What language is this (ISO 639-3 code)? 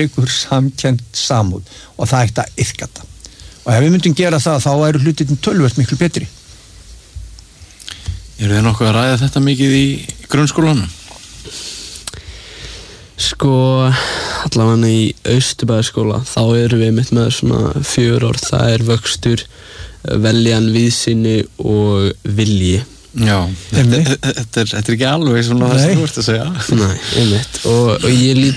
isl